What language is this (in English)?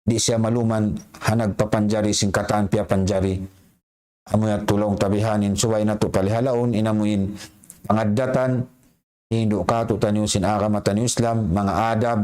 Tausug